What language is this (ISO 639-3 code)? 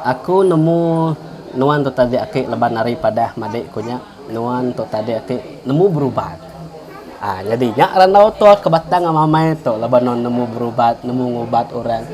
iba